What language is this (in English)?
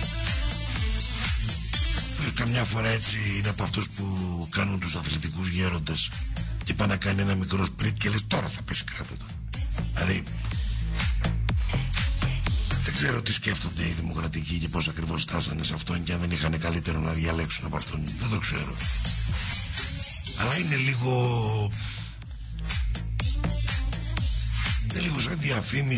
Greek